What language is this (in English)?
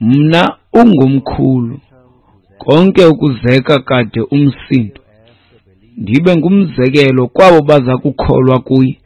Xhosa